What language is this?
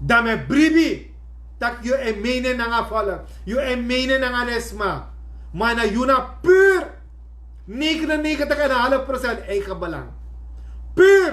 Sranan Tongo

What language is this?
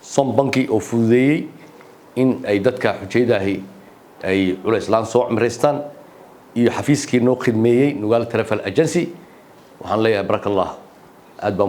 Somali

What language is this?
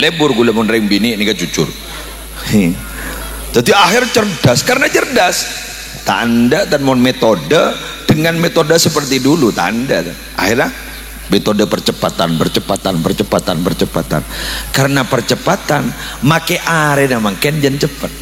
Madurese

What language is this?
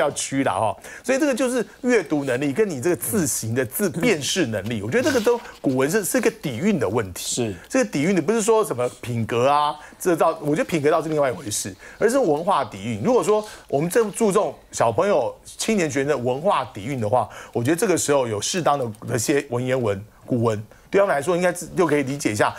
Chinese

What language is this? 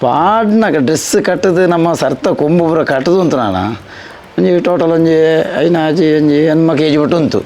Tulu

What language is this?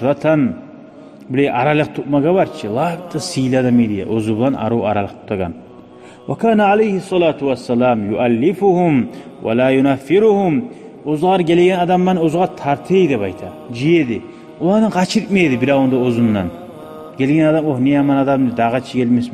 Kumyk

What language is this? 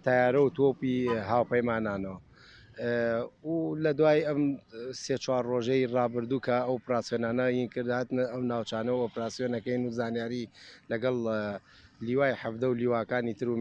Central Kurdish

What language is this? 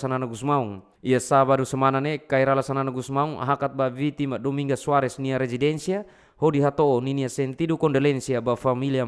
Tetum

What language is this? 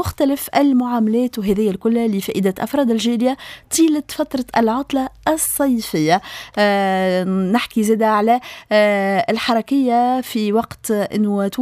Tunisian Arabic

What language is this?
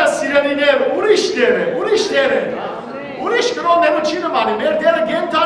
Western Armenian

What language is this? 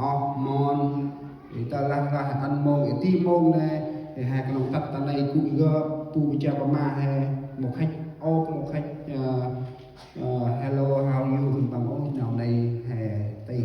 Central Mnong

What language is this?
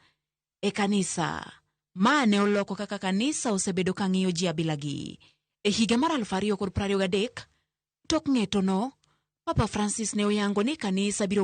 Luo (Kenya and Tanzania)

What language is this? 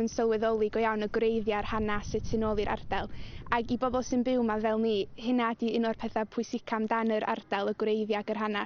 Welsh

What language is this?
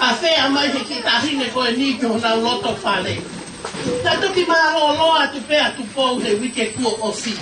Tongan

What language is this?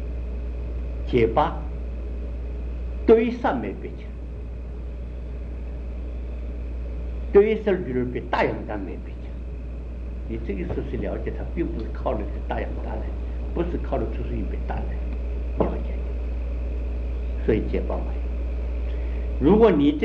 Chinese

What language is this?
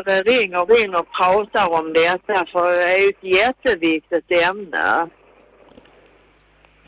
Swedish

